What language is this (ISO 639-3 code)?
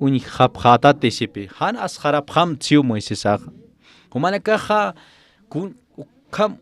aym